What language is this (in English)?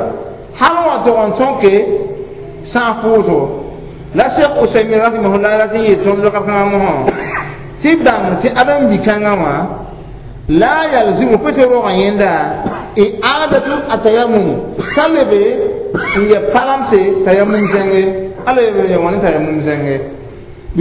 Mossi